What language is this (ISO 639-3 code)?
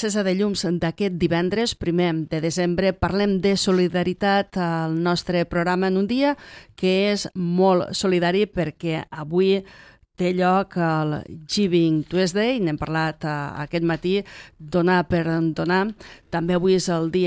cat